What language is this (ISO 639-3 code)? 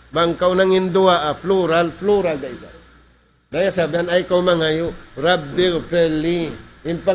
tsg